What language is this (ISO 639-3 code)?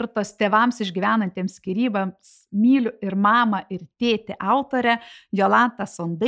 lit